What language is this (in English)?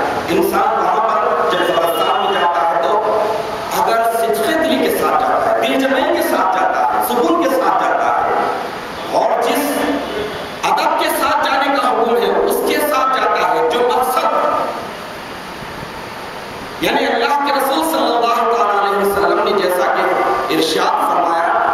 Urdu